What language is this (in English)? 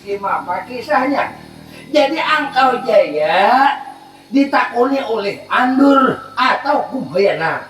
Banjar